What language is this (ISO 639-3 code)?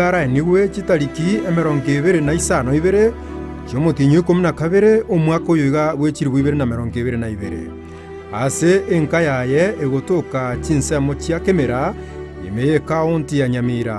guz